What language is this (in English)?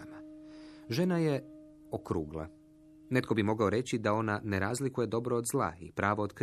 Croatian